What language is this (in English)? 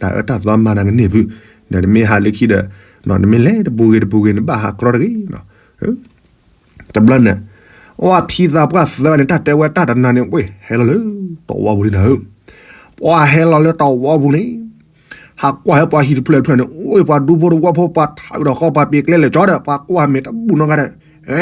S'gaw Karen